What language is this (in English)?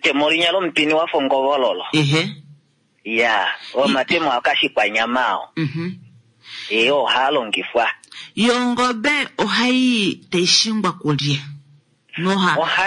Kuanyama